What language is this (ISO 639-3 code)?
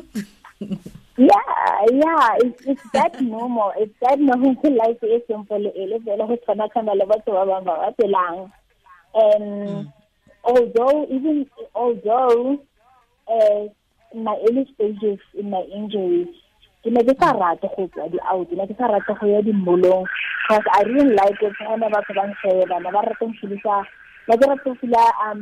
tsn